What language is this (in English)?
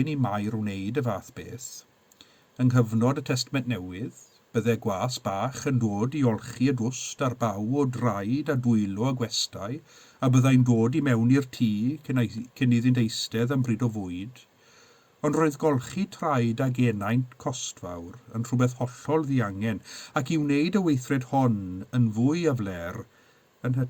Welsh